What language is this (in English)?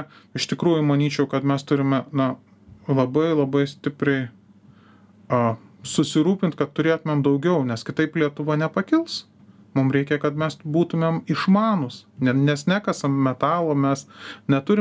Lithuanian